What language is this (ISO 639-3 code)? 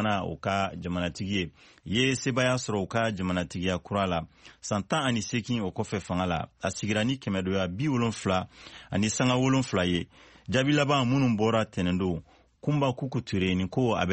bam